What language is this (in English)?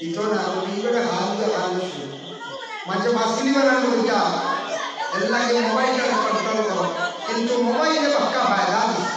Sylheti